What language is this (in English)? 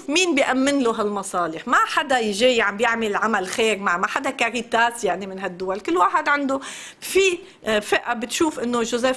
North Levantine Arabic